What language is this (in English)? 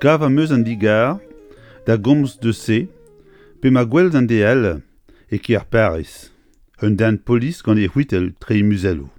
Breton